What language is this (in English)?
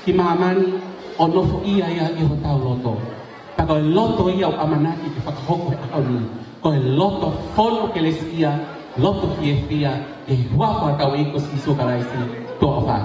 Tongan